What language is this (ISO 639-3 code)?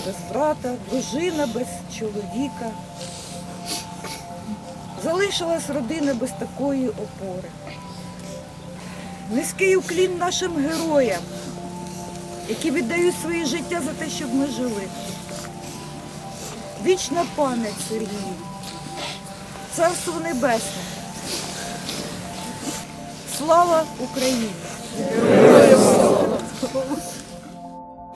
ukr